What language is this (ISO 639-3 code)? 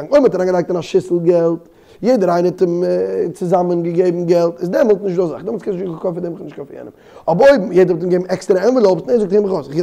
yid